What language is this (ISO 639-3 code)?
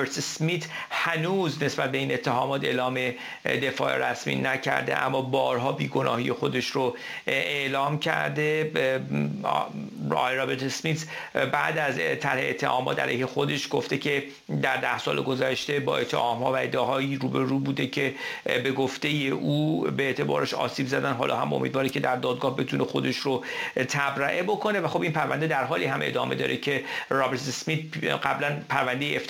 fas